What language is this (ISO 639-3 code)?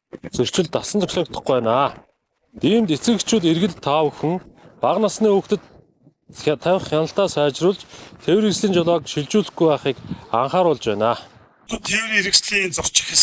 mon